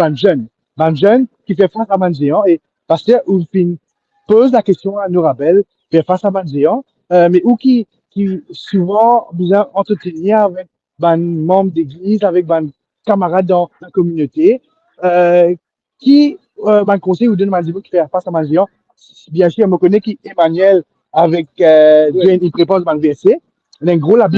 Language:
Morisyen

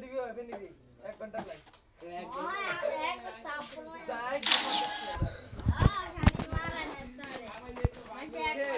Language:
Bangla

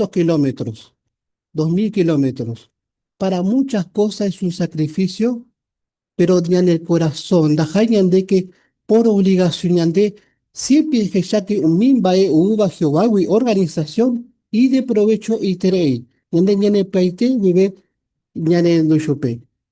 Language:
Guarani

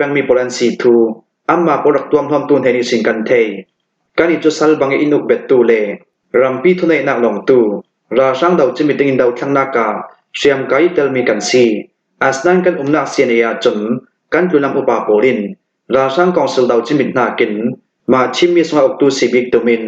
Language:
Hakha Chin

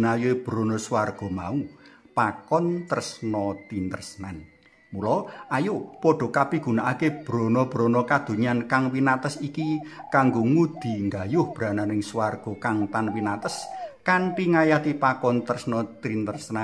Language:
Javanese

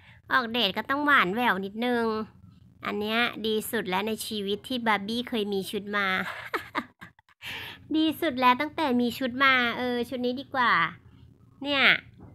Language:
Thai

